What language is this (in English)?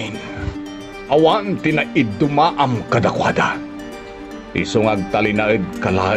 Iloko